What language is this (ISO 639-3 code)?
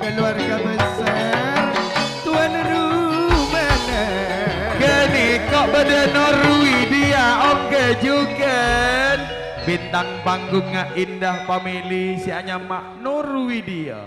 mad